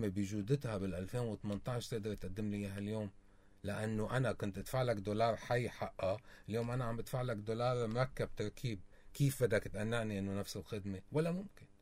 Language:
North Levantine Arabic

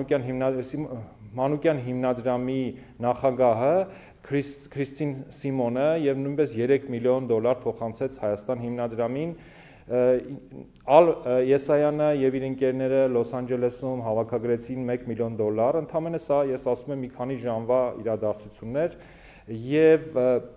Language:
Armenian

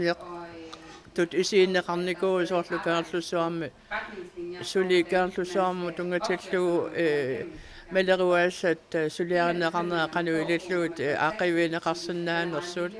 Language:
Kalaallisut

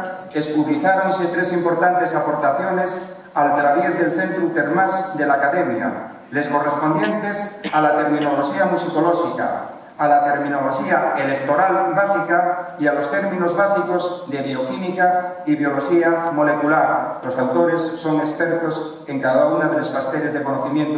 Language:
Asturian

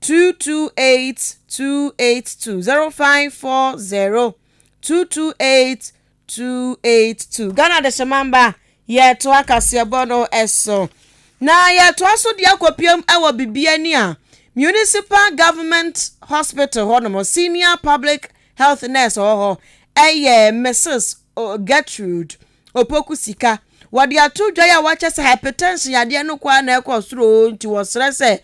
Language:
Akan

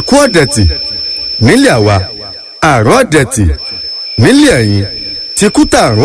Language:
Yoruba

